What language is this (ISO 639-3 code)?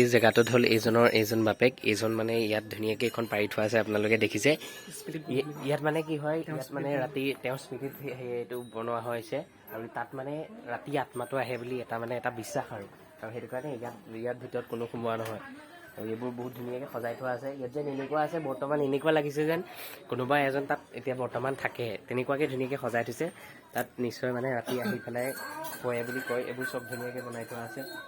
asm